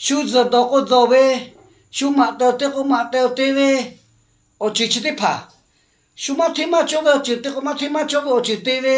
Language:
Lahu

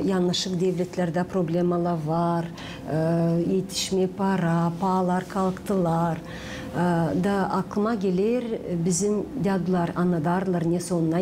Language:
Gagauz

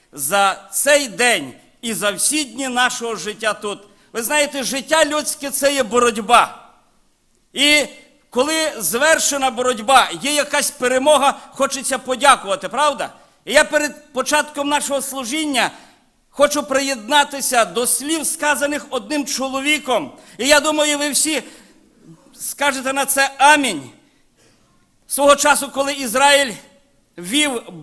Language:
Ukrainian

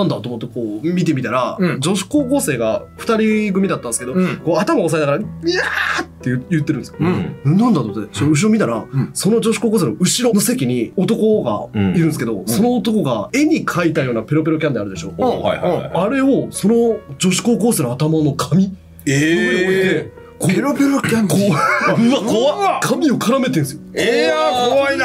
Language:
Japanese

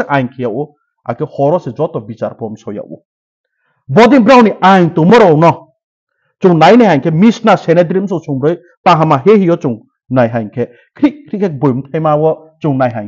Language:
Riang (India)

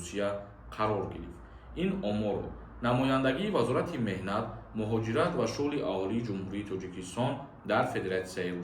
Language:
Tajik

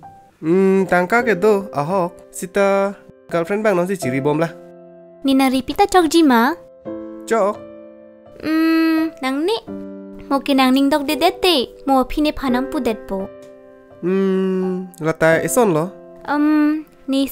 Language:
Karbi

